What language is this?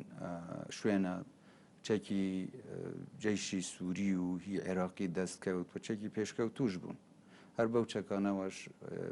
Central Kurdish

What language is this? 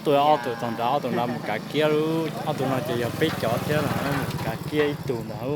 Hmong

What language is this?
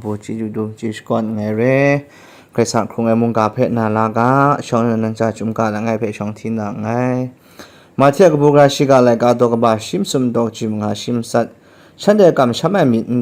Kachin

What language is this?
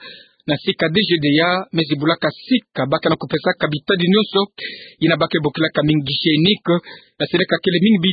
Kituba (Democratic Republic of Congo)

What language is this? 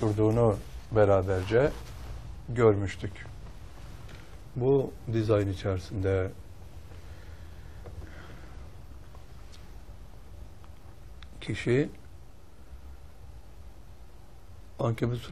Turkish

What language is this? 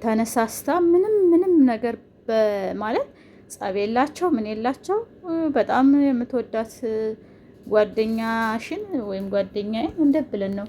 Amharic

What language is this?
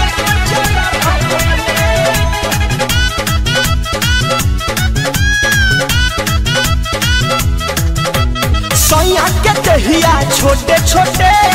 Bhojpuri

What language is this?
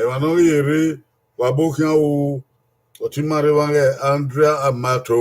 Bini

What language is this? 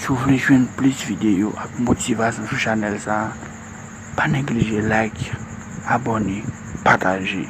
Haitian Creole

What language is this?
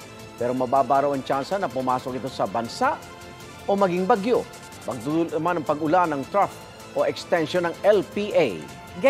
Filipino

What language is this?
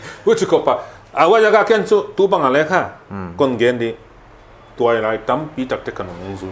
Paite Chin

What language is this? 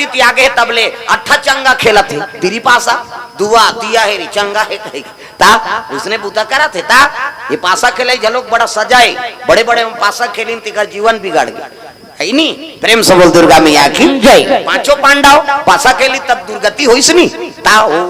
Chhattisgarhi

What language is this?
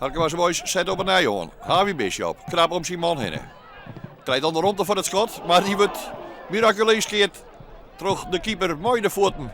Western Frisian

